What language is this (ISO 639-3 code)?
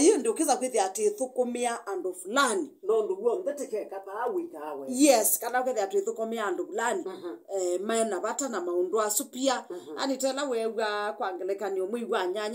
kam